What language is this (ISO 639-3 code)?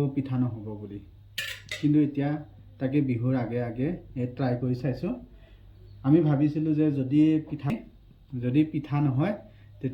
asm